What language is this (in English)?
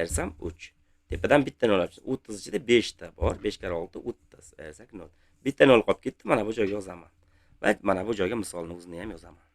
Uzbek